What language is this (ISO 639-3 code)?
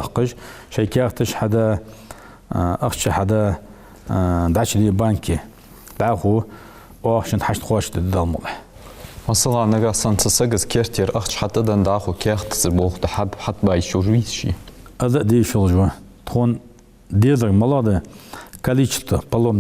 inh